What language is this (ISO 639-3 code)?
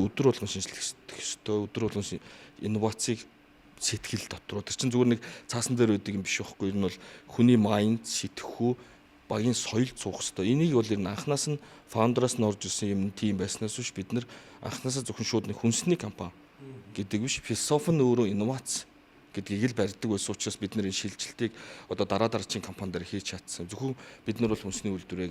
mon